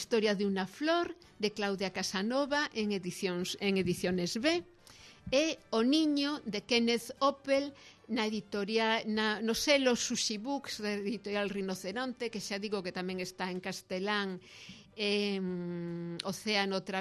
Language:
Galician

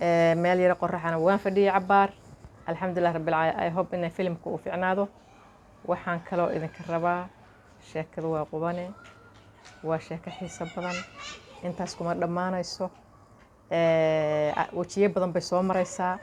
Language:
Somali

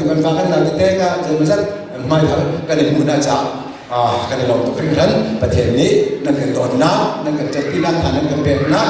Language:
Hakha Chin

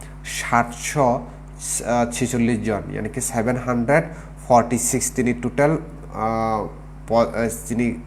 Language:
Kok Borok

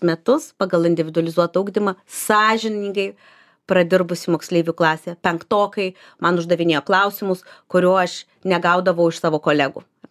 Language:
Lithuanian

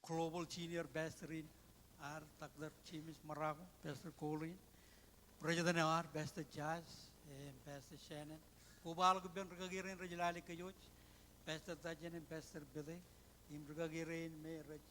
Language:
Marshallese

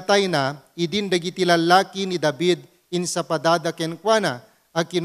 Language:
Iloko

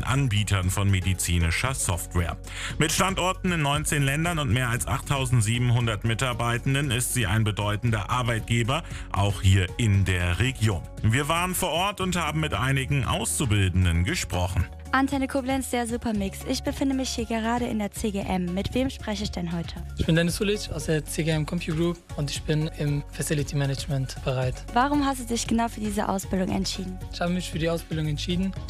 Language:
German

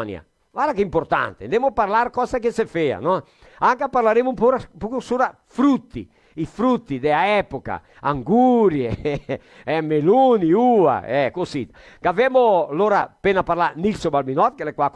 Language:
Venetian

